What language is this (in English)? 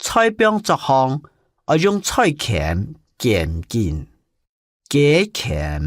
Hakka Chinese